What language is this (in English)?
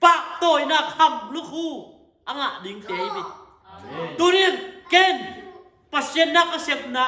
Tedim Chin